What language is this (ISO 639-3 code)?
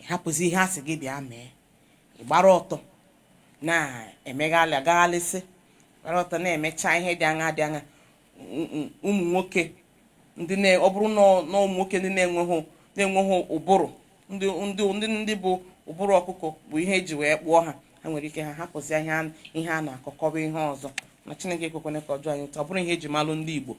ibo